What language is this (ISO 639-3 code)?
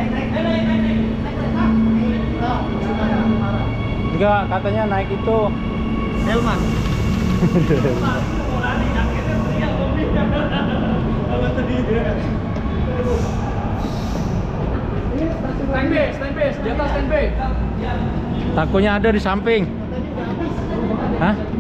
ind